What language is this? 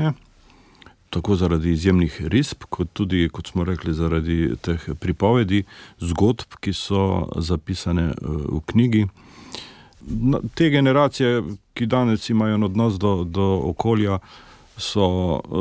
Slovenian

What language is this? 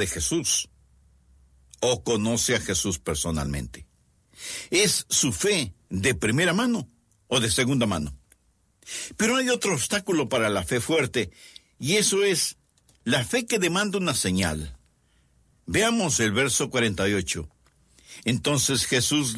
Spanish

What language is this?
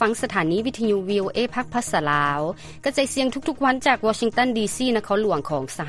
Lao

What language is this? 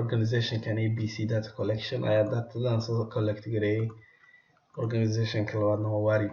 Somali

